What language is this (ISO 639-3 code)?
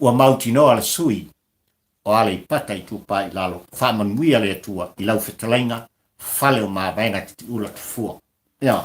smo